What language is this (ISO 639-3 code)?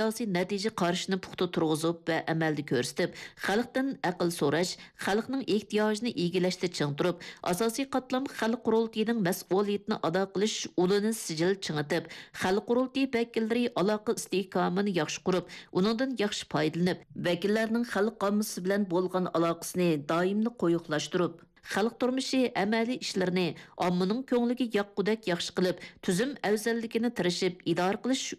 uig